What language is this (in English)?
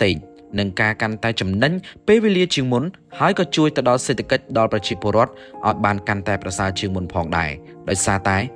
Khmer